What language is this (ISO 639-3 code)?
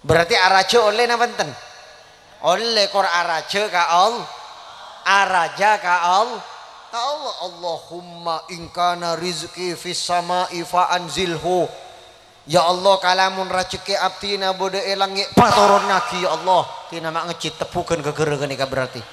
mad